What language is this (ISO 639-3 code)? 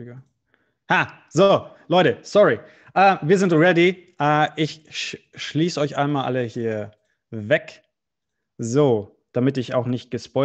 deu